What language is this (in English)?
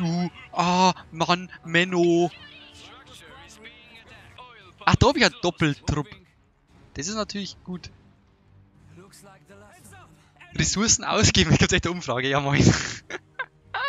German